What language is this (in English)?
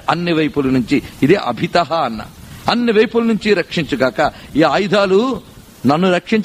Telugu